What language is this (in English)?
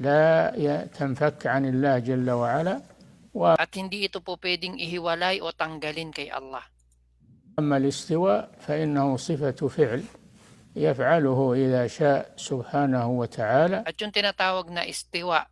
Maranao